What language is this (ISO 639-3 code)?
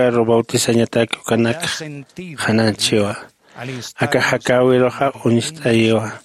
aym